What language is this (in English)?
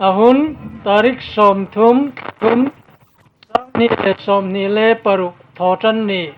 Hmar